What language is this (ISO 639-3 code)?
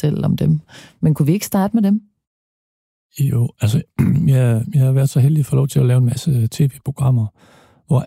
dan